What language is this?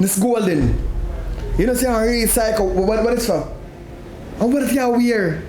Jamaican Creole English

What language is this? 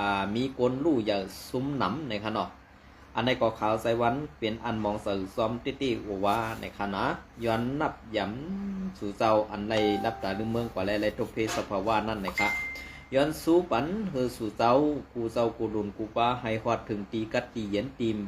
Shan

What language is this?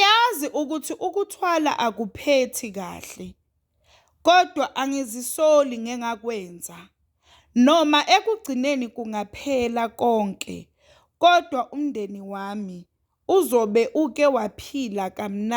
Zulu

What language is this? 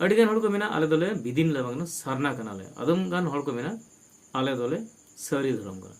Santali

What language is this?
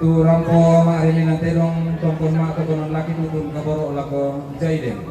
Toraja-Sa'dan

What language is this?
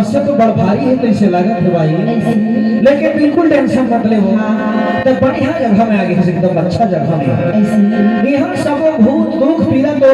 Chhattisgarhi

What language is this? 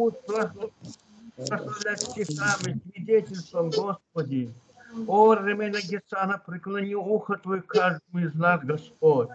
Russian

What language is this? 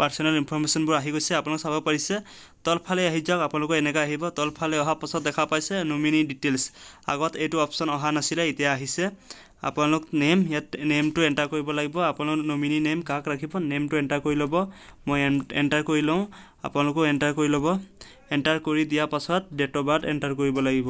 Assamese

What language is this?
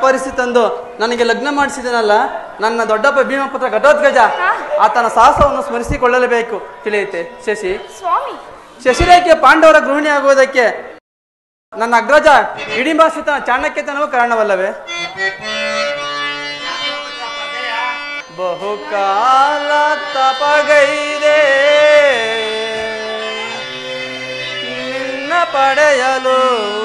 Kannada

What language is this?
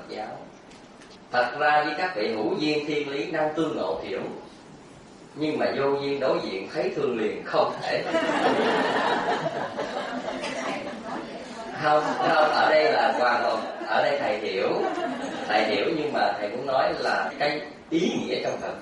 Vietnamese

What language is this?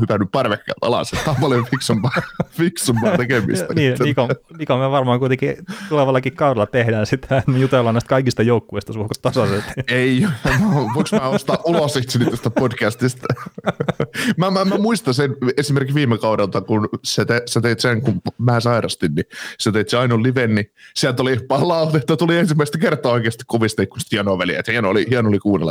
Finnish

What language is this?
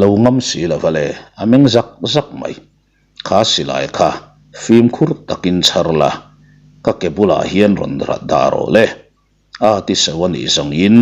Mizo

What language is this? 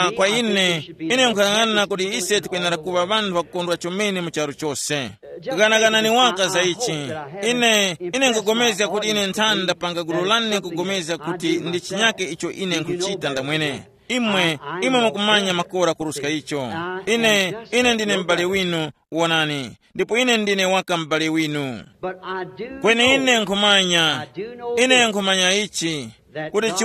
Tumbuka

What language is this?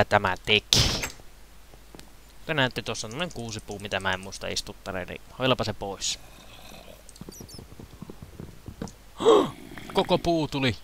Finnish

